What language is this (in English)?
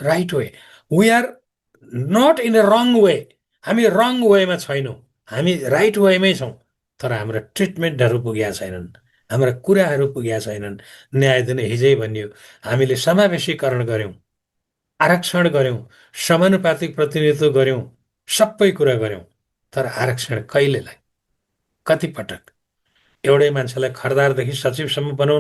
Nepali